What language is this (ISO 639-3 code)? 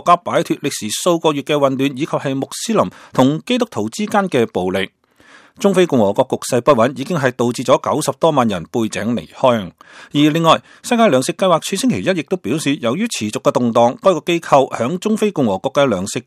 yue